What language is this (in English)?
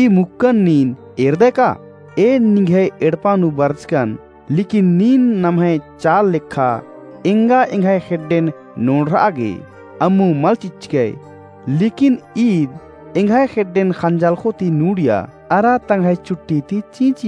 Kurukh